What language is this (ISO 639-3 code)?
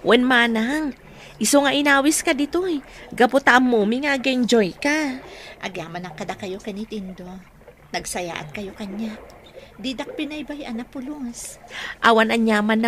ilo